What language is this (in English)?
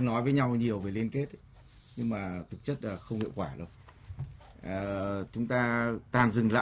Vietnamese